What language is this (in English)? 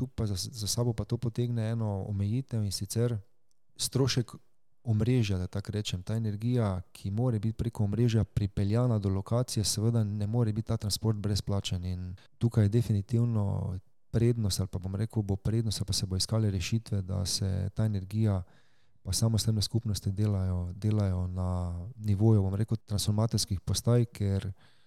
Slovenian